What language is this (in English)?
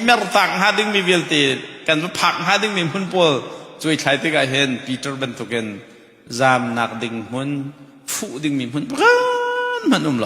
Hakha Chin